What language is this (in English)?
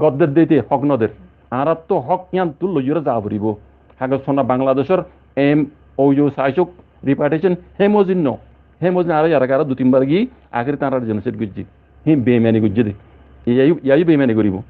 Rohingya